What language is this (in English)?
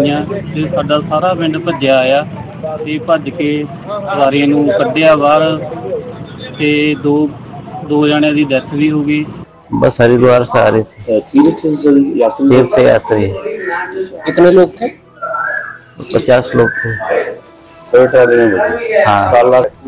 Punjabi